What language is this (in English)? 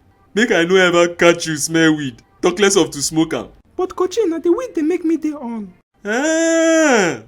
Nigerian Pidgin